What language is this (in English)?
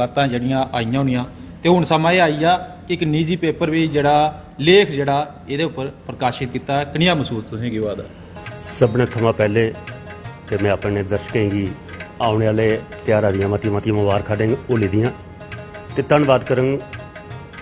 Dogri